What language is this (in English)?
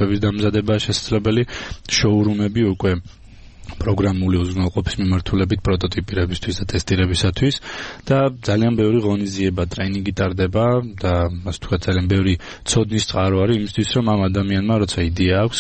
Georgian